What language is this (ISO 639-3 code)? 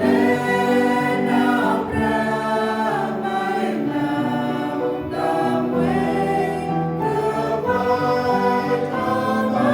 cmo